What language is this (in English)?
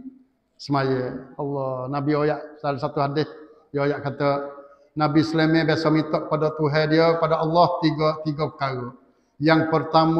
Malay